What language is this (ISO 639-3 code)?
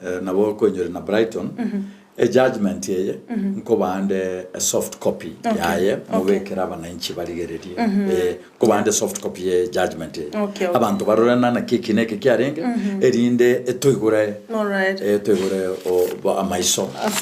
guz